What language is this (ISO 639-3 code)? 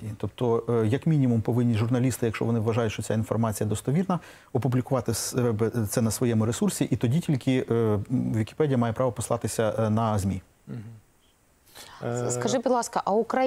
ukr